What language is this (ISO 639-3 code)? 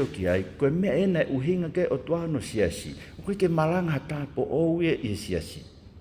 ton